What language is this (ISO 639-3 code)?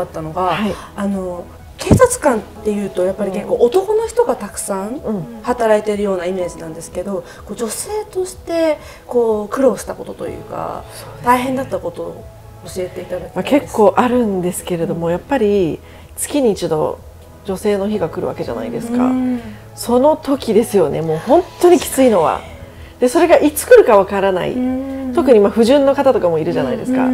jpn